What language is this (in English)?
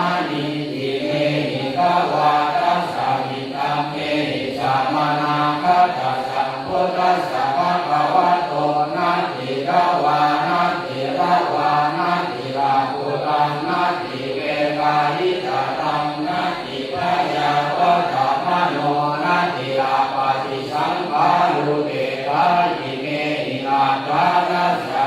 Pali